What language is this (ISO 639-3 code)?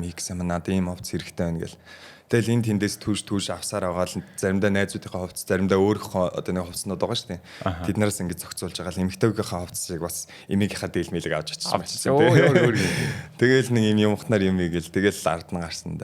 mon